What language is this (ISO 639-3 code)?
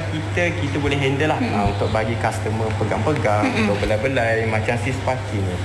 msa